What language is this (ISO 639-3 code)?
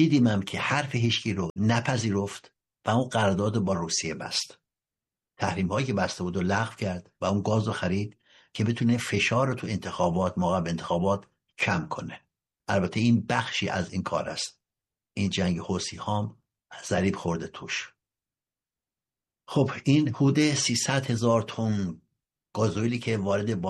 fas